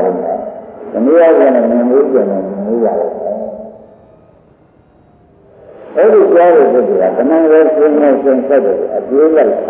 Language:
Burmese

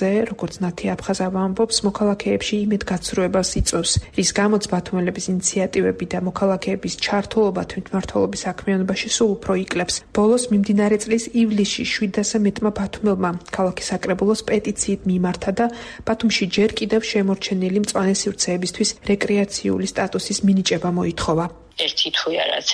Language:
Georgian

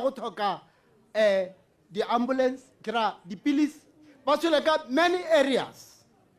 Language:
Tswana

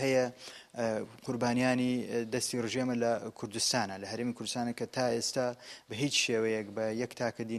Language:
Central Kurdish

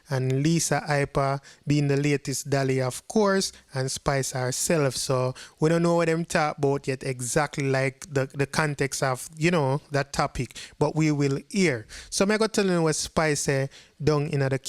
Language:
Jamaican Creole English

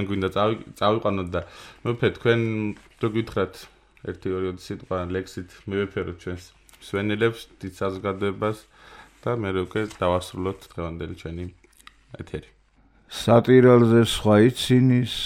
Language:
Georgian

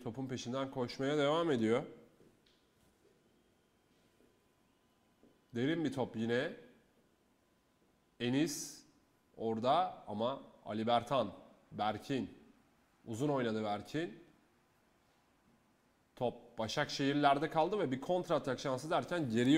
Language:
Turkish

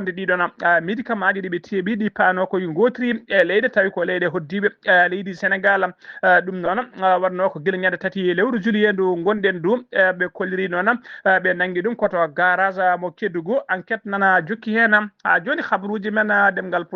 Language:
Fula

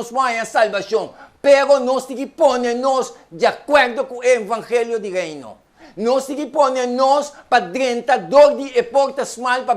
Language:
Papiamento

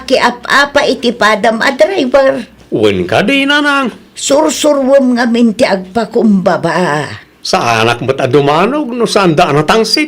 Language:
Iloko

